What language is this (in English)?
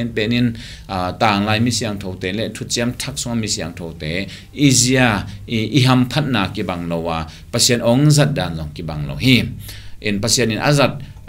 Tedim Chin